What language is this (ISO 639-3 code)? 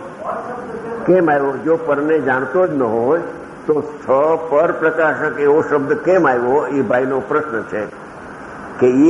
guj